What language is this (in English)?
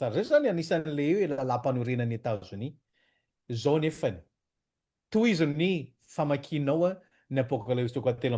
Malagasy